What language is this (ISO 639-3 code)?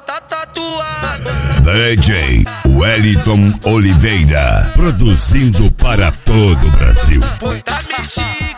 por